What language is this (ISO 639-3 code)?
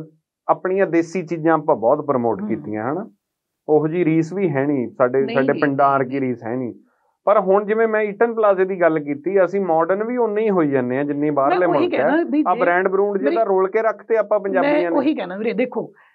pan